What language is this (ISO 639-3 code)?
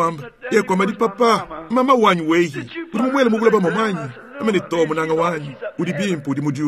lua